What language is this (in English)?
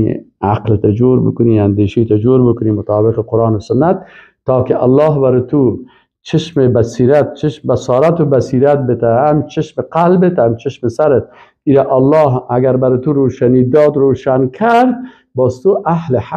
Persian